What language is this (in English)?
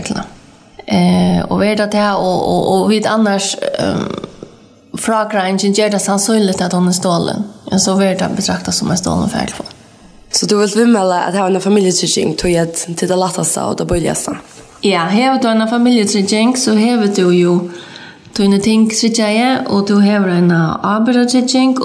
Faroese